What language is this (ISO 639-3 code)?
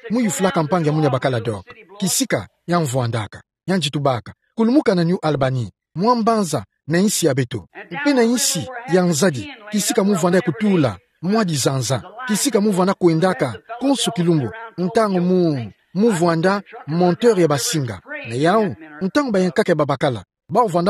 ktu